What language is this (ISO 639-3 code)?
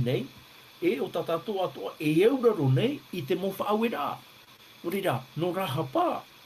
tah